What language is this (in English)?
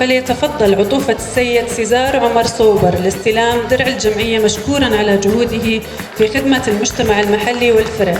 North Levantine Arabic